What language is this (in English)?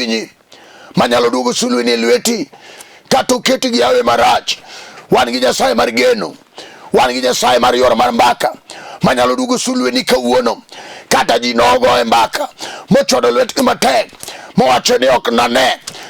Luo (Kenya and Tanzania)